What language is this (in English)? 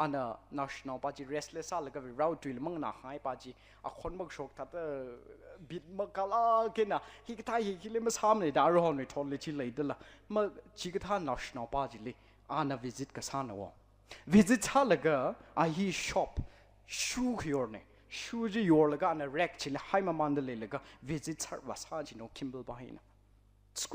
Tangkhul Naga (India)